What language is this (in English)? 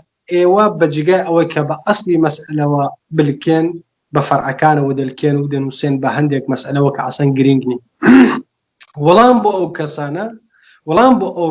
Central Kurdish